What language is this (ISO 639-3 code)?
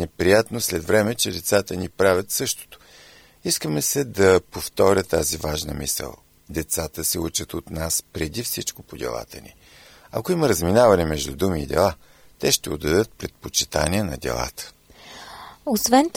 bul